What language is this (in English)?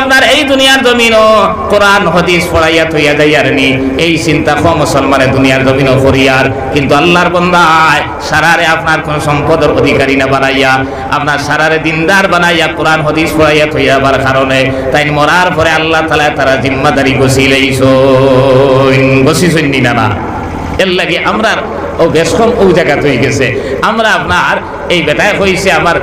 Sylheti